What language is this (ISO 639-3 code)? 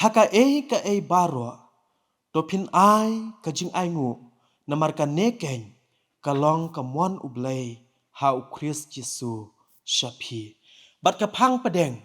kha